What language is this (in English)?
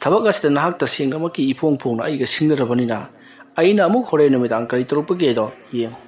Manipuri